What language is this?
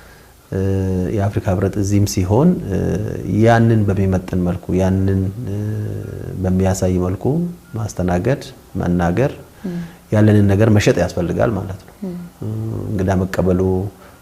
Amharic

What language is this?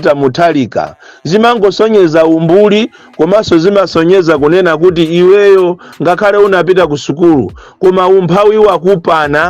Nyanja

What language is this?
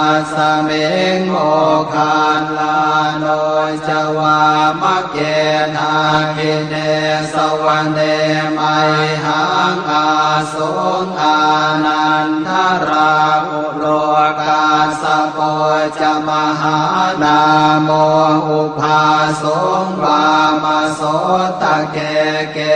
Pali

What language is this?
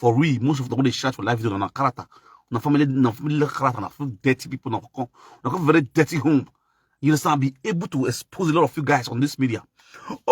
Nigerian Pidgin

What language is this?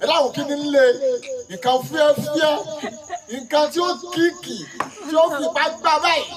Yoruba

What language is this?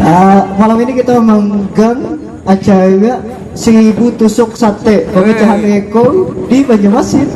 Banjar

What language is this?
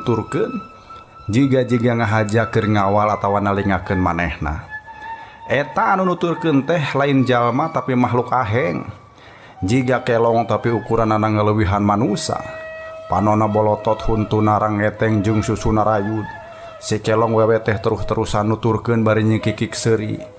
Sundanese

